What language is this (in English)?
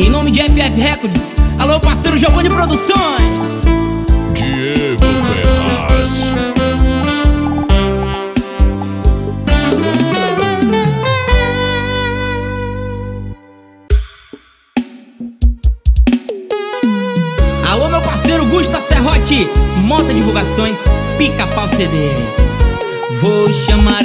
Portuguese